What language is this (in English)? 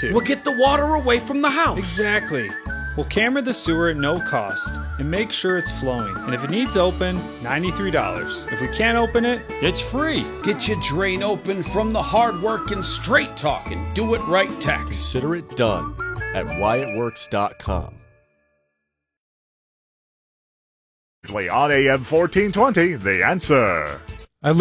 English